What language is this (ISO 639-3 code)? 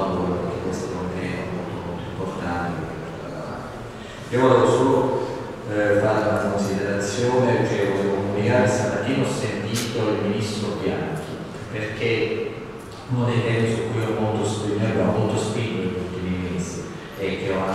ita